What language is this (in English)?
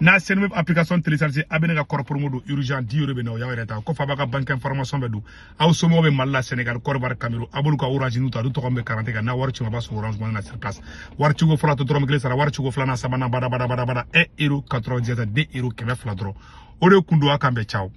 Bambara